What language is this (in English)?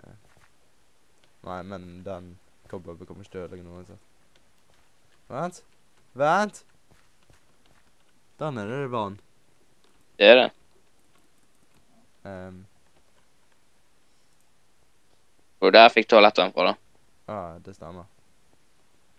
Norwegian